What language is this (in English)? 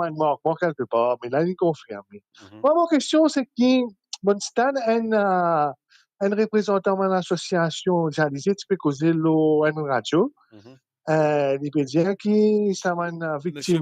Morisyen